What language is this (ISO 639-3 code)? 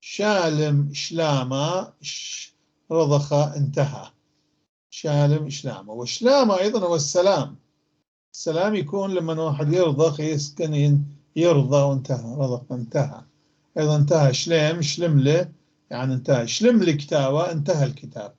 apc